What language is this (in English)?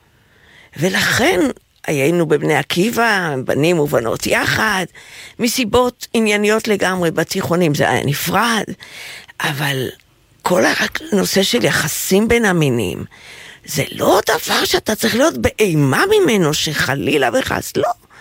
Hebrew